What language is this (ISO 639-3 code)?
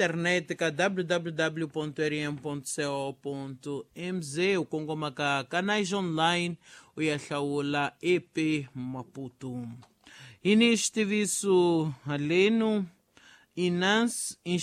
tso